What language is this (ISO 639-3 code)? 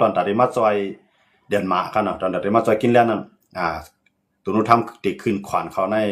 shn